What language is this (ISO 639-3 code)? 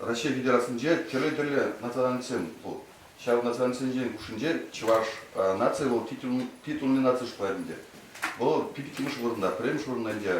chv